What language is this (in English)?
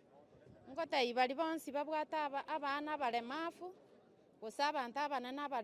Gusii